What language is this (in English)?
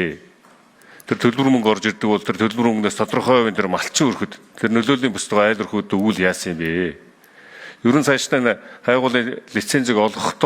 Mongolian